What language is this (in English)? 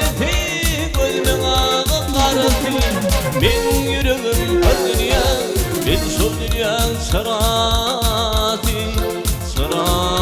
Turkmen